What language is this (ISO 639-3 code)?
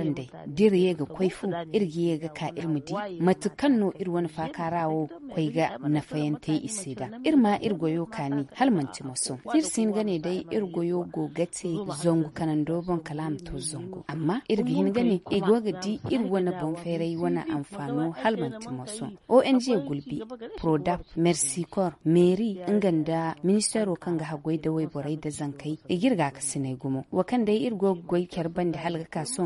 dje